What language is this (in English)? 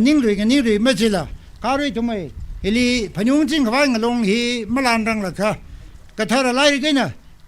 Tangkhul Naga (India)